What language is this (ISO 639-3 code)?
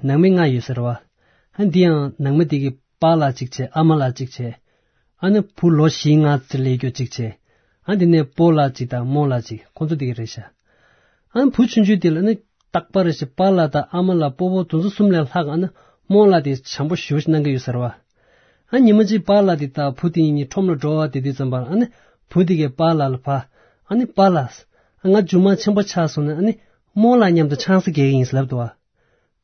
bod